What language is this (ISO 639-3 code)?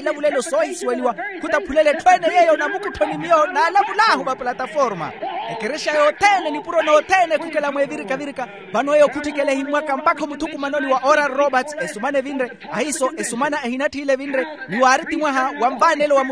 vmw